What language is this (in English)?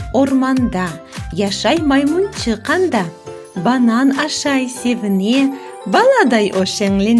Crimean Tatar